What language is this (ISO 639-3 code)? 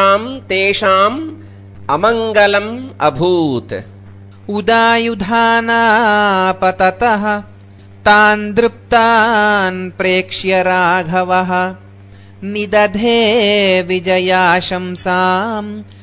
san